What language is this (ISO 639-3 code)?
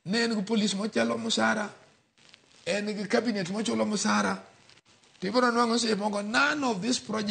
luo